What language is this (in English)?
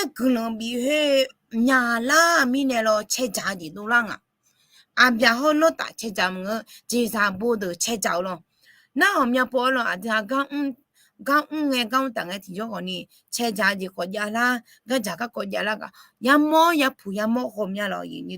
Akha